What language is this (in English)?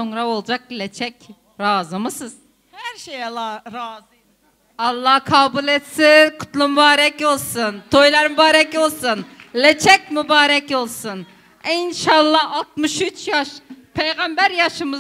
Turkmen